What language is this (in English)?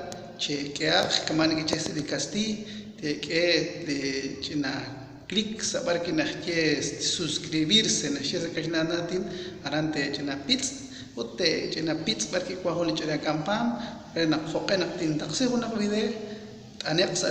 Kekchí